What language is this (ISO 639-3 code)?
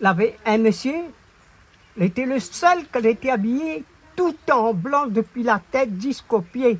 rcf